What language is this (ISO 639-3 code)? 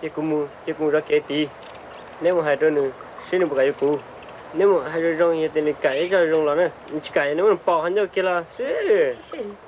hmn